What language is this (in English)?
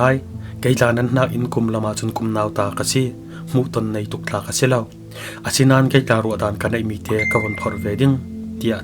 Falam Chin